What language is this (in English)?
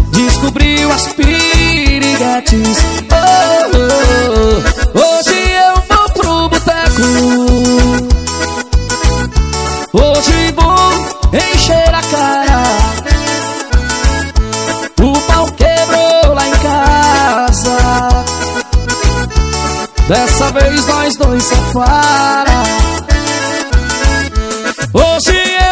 Portuguese